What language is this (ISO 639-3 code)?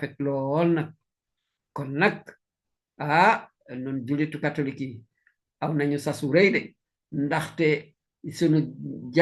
wol